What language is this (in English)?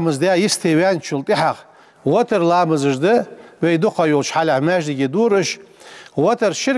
Ingush